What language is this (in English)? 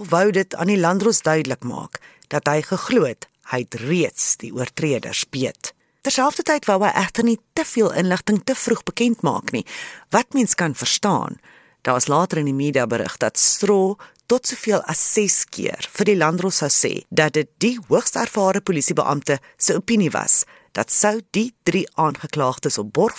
Afrikaans